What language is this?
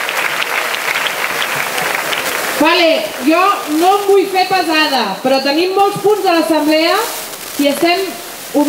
Catalan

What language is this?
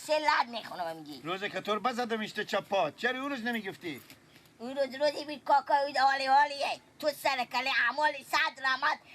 Persian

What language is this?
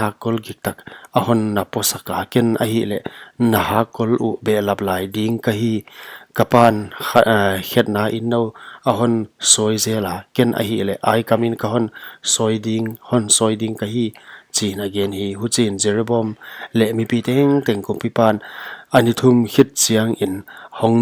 Paite Chin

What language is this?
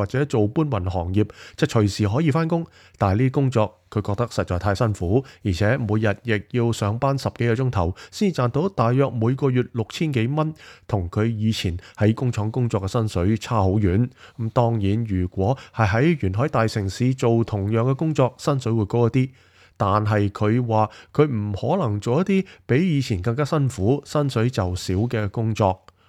Cantonese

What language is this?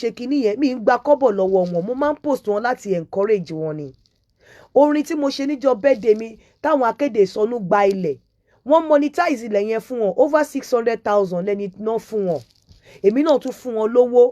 Yoruba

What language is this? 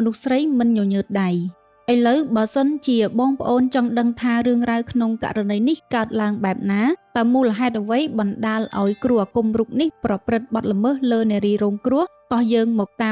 Khmer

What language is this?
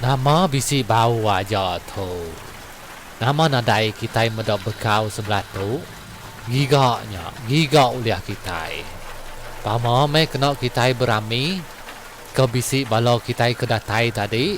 Iban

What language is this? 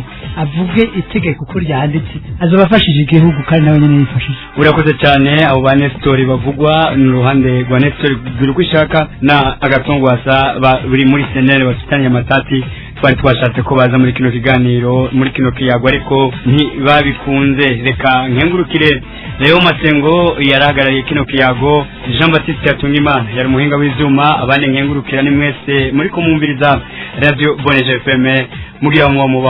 Rundi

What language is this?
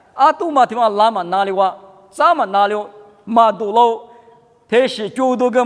Lisu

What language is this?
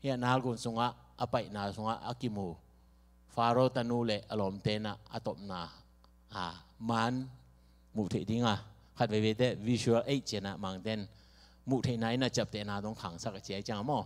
Tedim Chin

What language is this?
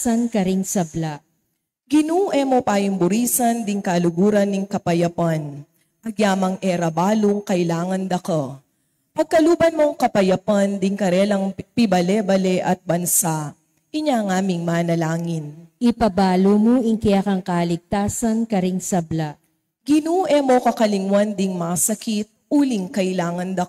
Pampanga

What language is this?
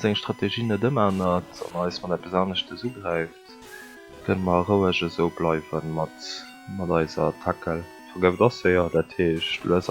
Luxembourgish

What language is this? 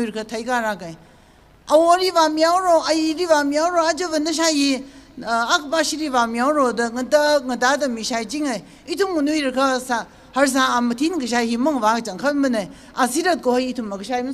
Tangkhul Naga (India)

